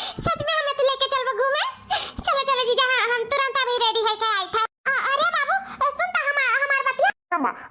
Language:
Awadhi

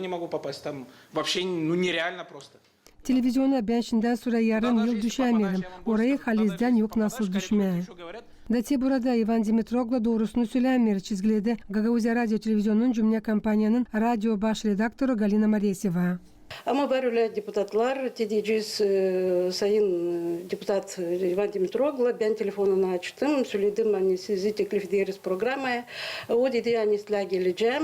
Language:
Gagauz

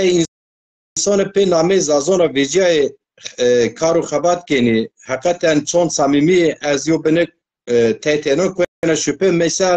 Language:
Zaza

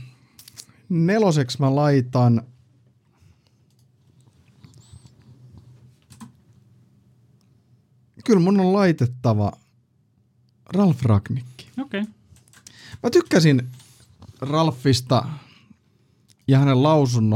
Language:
Finnish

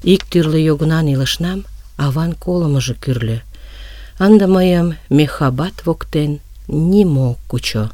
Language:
Mari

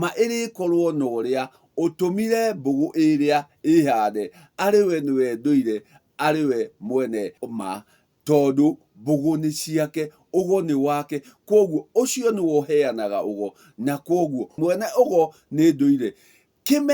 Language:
Kikuyu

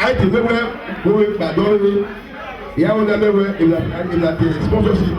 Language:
Bini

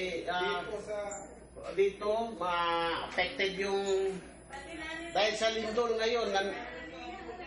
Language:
Cebuano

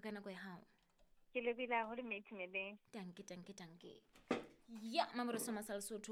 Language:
Southern Sotho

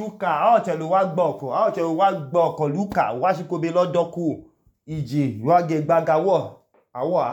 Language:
Idoma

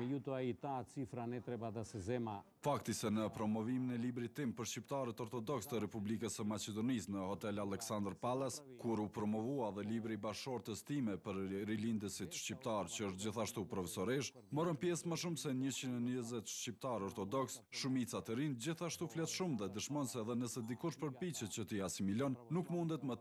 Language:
Albanian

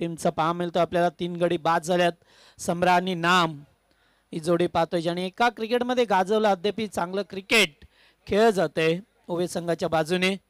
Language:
Marathi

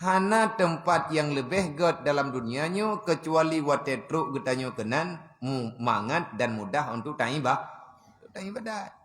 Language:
Achinese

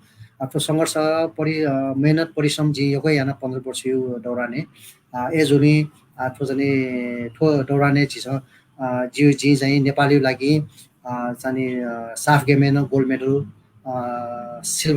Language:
Newari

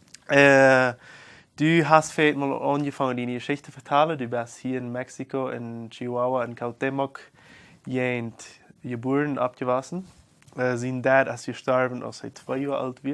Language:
Plautdietsch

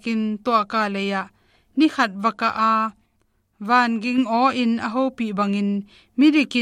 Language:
Tedim Chin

